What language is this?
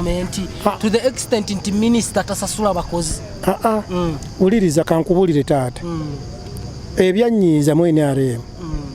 Ganda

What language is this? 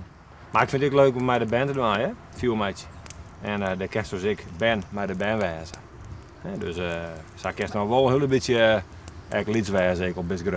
Western Frisian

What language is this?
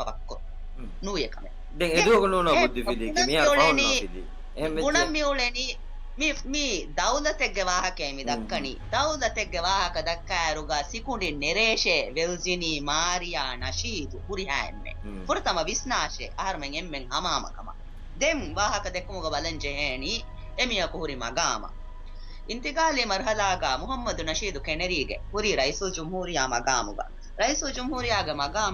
Divehi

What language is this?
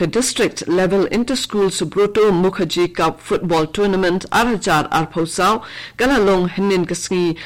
Khasi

